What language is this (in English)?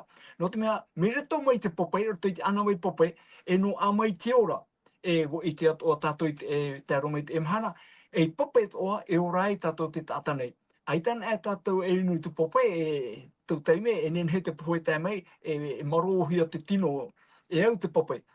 Tahitian